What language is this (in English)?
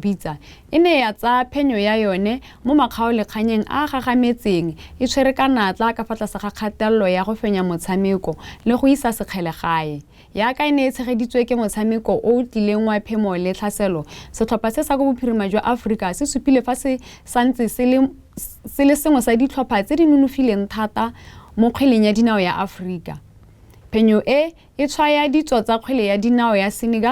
Tswana